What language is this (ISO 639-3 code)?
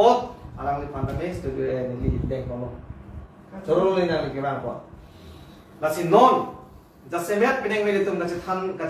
mjw